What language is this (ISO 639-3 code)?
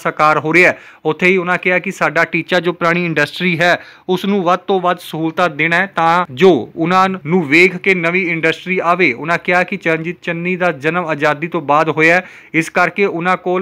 pan